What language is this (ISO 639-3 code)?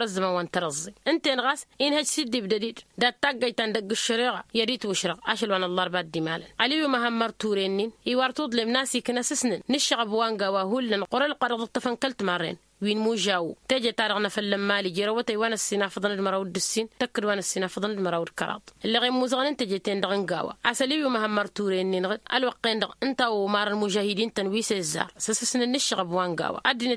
taq